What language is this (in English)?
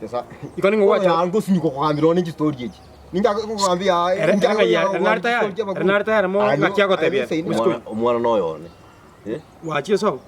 Gusii